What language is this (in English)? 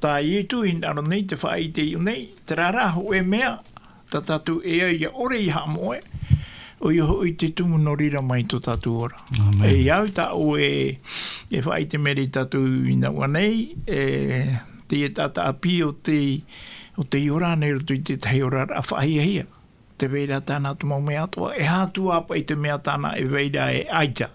Tahitian